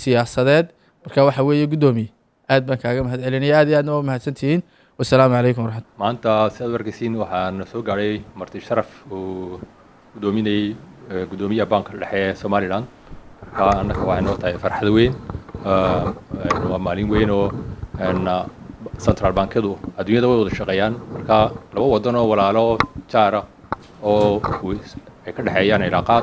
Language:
Somali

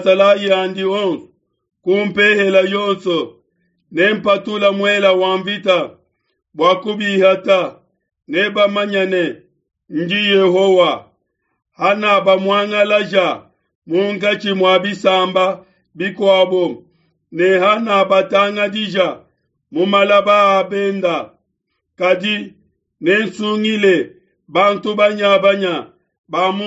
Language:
Luba-Lulua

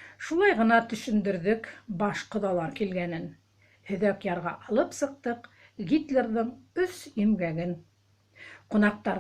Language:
Bashkir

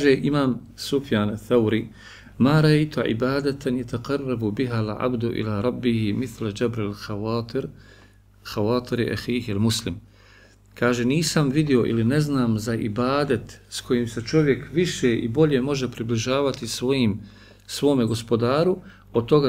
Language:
Bosnian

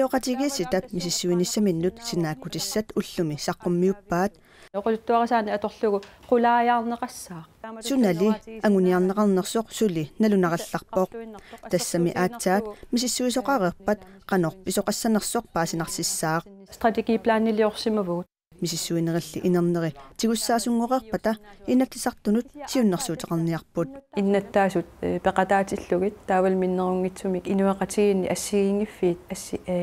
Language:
Kalaallisut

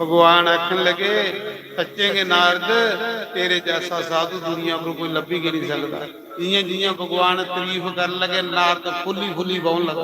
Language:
Dogri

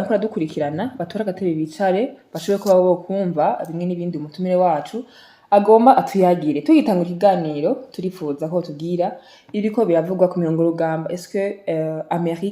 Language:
Rundi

